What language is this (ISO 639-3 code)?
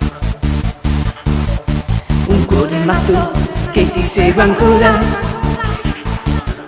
ita